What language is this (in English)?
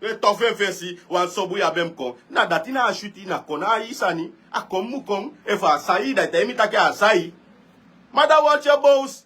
Sranan Tongo